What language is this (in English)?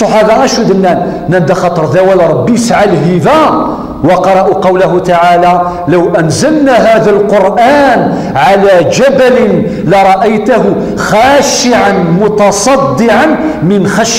Kabyle